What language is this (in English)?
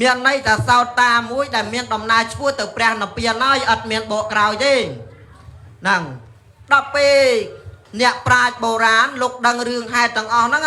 Khmer